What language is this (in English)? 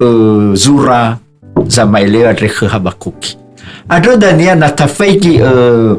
Nias